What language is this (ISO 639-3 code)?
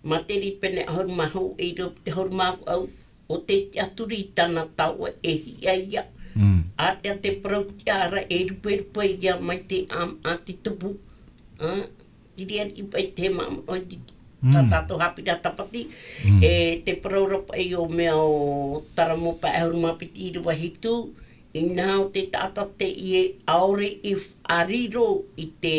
tah